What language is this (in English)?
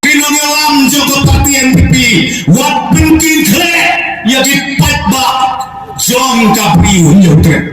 Khasi